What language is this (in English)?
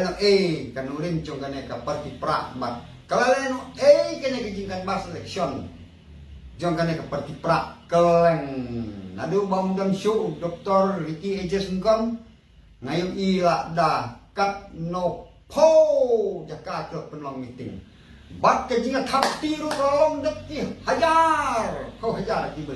Khasi